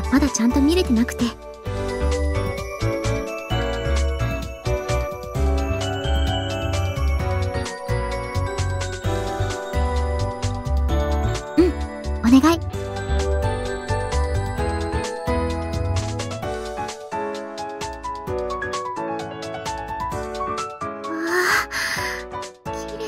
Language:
Japanese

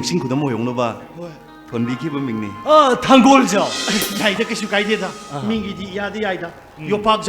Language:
Manipuri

